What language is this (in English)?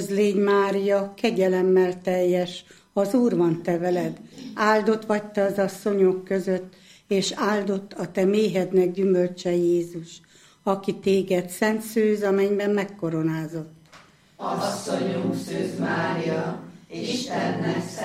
Hungarian